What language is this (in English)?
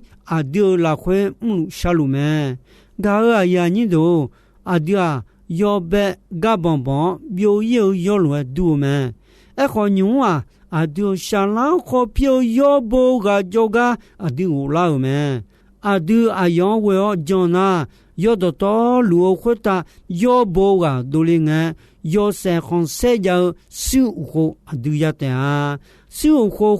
Akha